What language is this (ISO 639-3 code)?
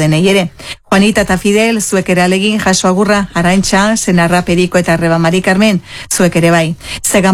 eus